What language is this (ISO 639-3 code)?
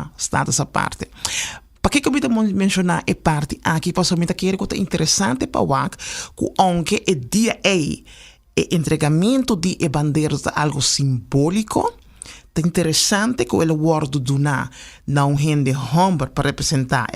pap